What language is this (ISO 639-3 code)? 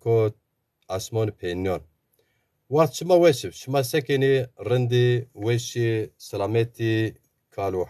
zza